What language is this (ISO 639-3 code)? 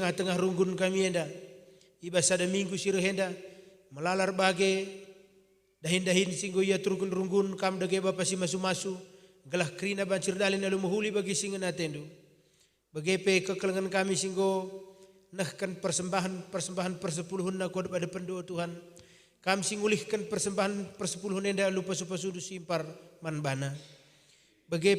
btx